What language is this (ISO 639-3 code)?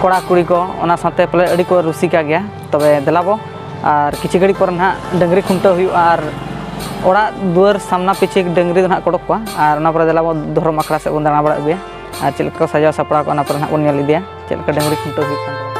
sat